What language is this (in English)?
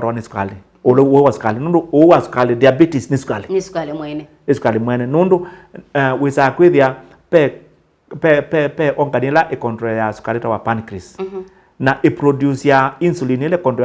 Kamba